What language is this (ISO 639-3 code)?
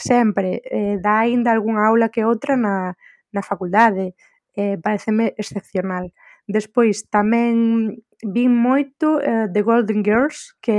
glg